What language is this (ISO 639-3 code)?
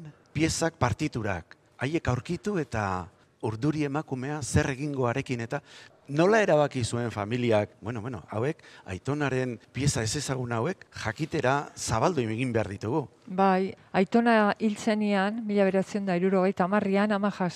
eus